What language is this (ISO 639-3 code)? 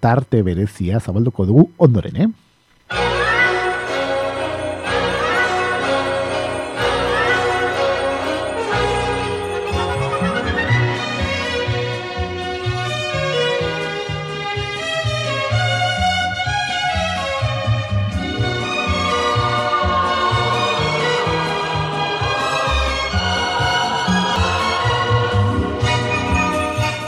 eus